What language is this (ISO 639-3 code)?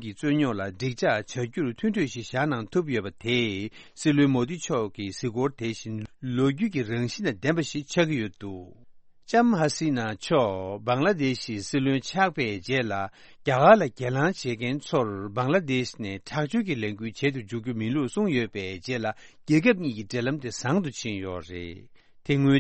bod